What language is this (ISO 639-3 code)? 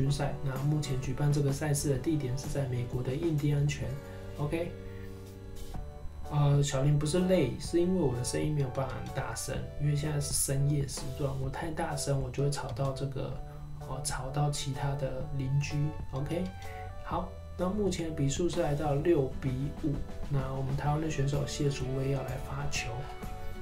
zho